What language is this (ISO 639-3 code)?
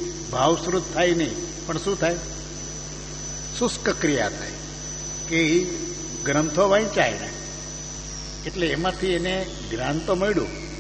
guj